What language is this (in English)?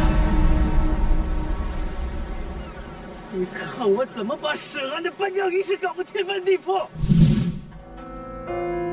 Chinese